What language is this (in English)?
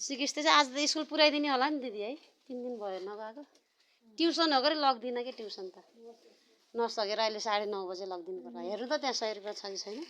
Nepali